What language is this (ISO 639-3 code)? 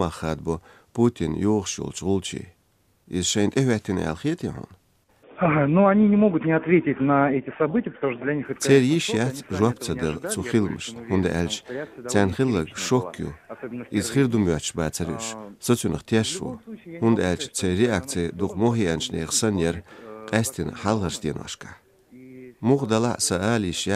che